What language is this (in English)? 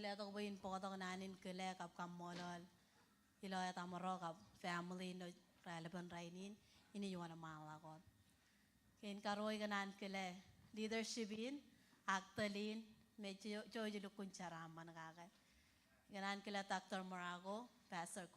Marshallese